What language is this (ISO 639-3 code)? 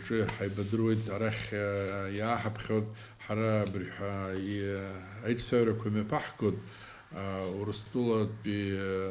abk